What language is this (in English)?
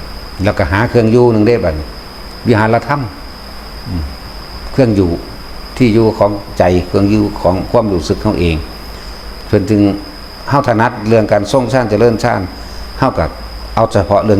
Lao